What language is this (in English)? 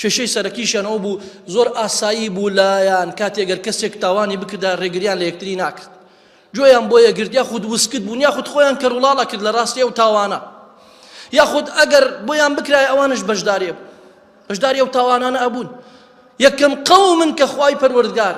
Central Kurdish